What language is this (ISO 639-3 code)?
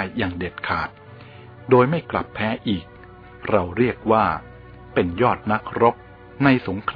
tha